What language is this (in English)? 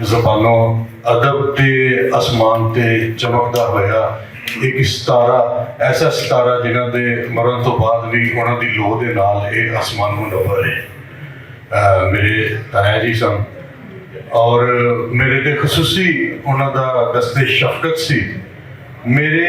Western Panjabi